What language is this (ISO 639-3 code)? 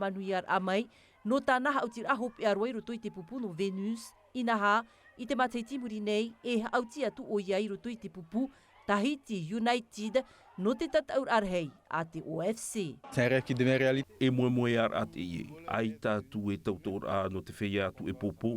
tah